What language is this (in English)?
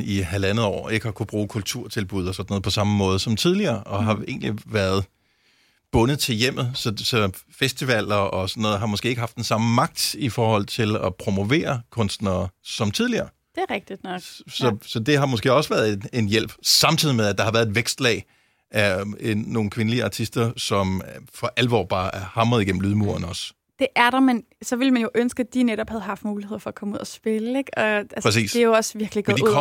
Danish